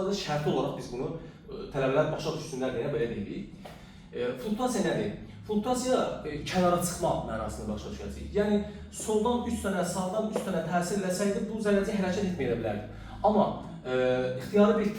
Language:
Azerbaijani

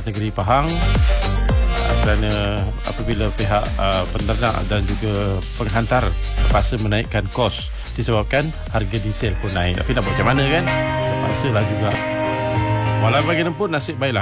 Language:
Malay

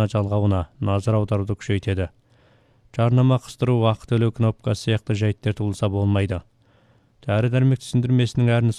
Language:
Kazakh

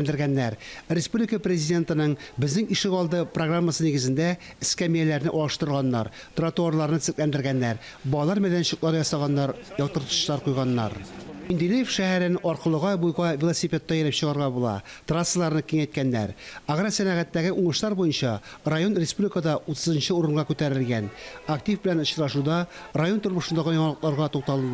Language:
Tatar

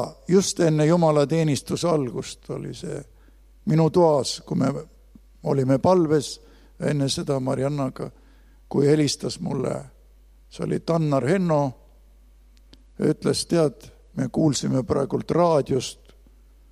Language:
Estonian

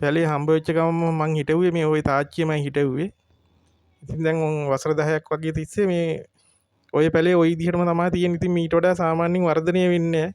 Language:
Sinhala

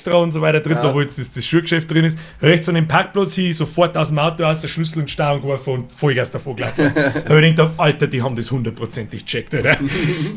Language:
Bavarian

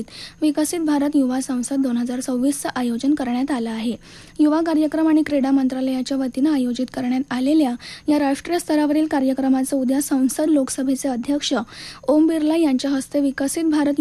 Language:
Marathi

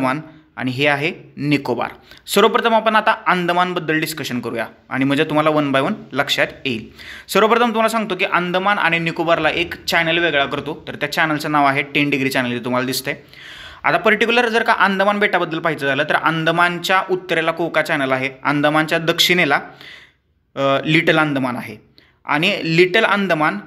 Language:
Marathi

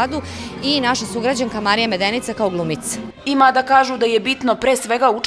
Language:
Serbian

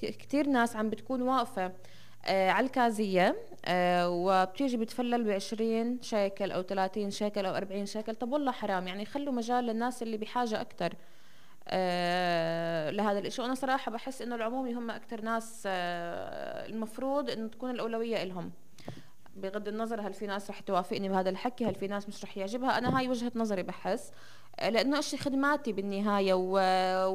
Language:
North Levantine Arabic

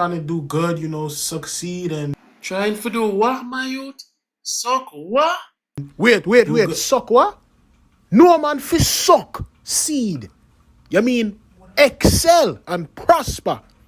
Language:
Jamaican Creole English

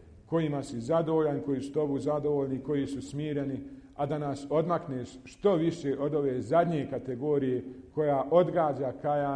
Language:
Bosnian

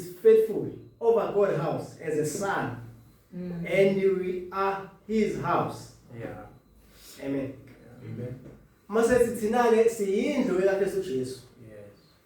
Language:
Zulu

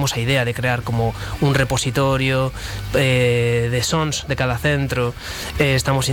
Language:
Galician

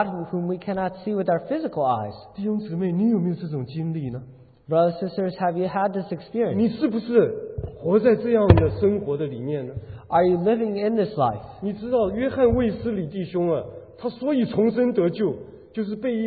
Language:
Chinese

